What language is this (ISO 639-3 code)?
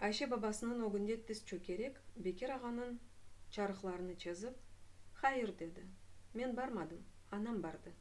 crh